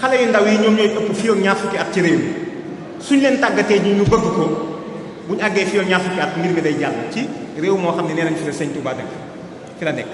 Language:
Wolof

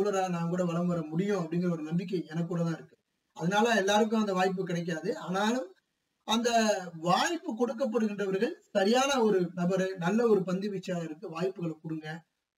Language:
Tamil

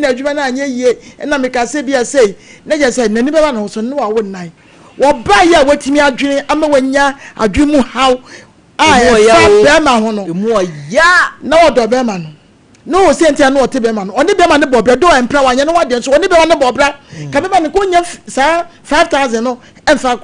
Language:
Akan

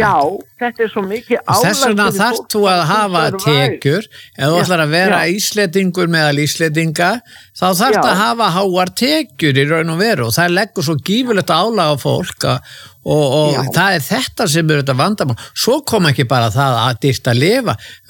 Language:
Icelandic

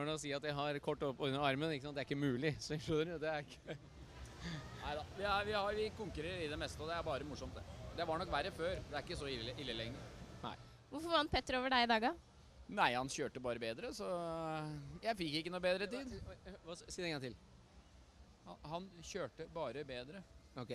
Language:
Norwegian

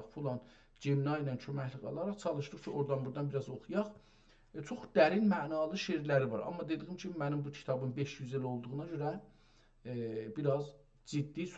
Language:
South Azerbaijani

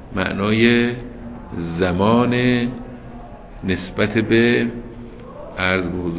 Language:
Persian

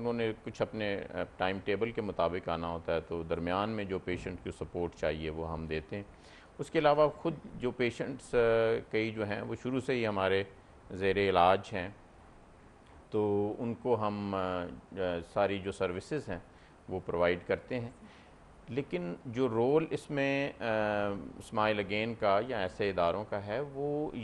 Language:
Urdu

